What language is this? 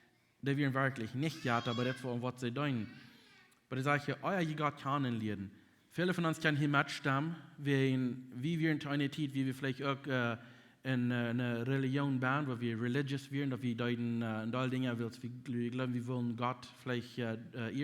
Plautdietsch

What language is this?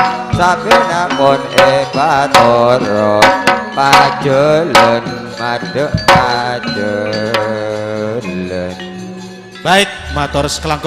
Madurese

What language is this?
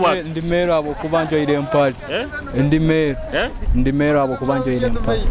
Nyoro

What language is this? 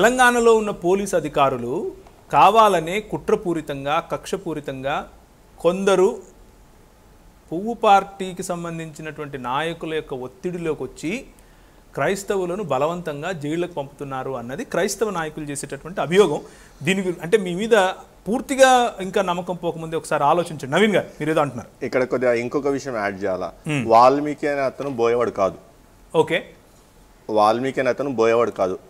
Telugu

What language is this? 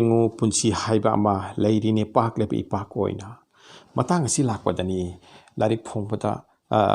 Manipuri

